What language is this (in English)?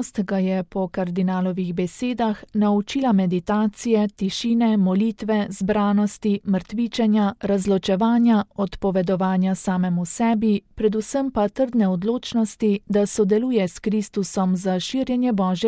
Slovenian